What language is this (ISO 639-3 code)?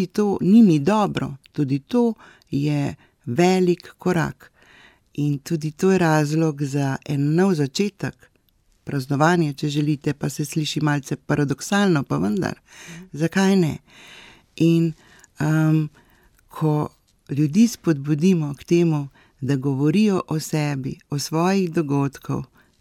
slv